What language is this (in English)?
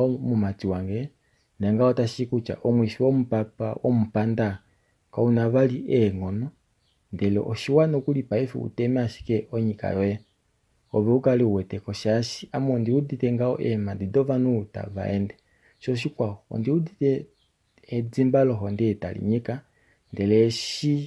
Kuanyama